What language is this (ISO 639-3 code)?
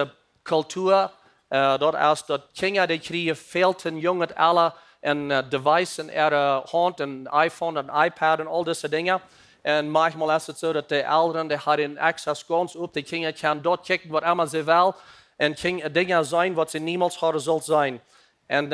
pdt